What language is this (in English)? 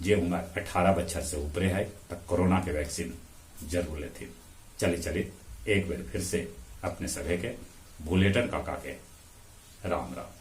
Magahi